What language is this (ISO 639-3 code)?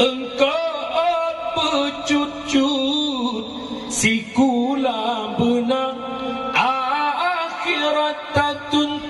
ace